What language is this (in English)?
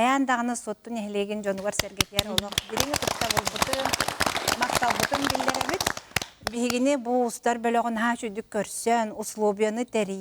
Yakut